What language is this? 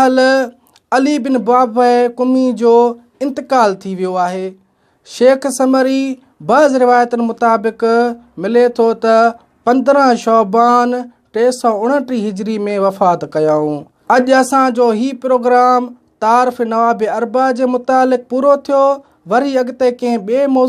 Sindhi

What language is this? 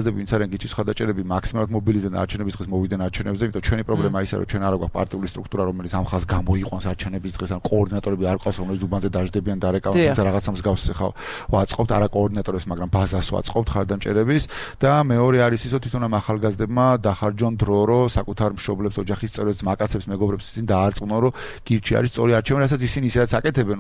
Georgian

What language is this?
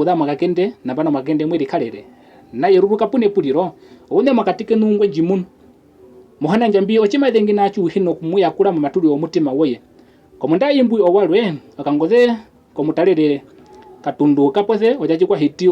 Herero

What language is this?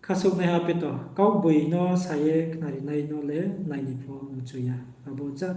Riang (India)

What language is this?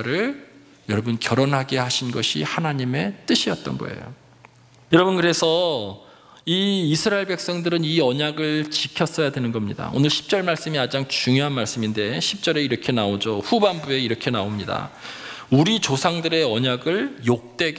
Korean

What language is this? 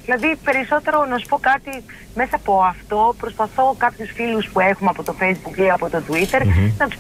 Greek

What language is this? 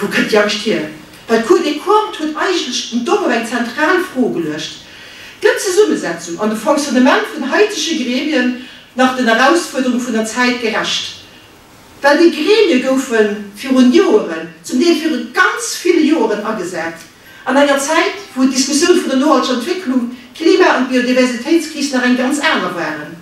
Luxembourgish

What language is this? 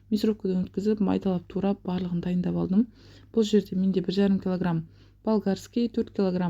Kazakh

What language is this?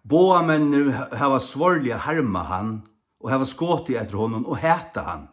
Faroese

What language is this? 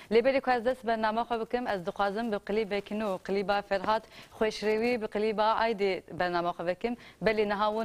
Kurdish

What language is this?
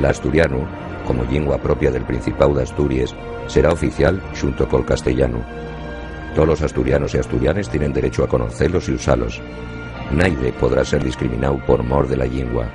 Asturian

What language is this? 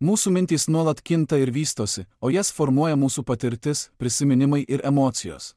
Lithuanian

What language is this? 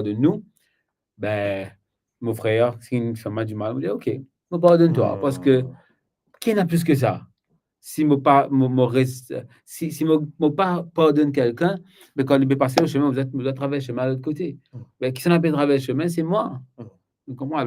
Morisyen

